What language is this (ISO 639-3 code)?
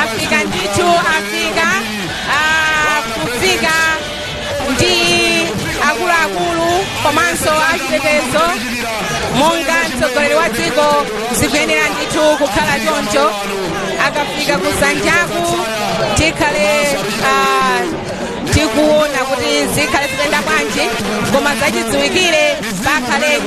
nya